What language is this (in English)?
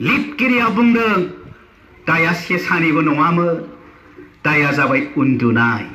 Bodo